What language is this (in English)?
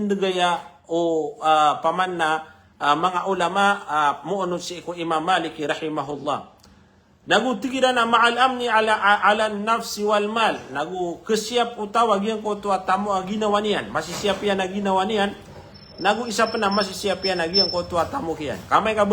Maranao